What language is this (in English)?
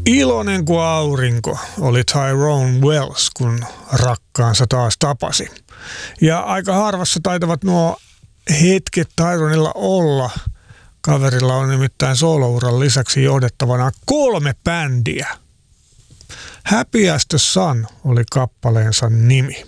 Finnish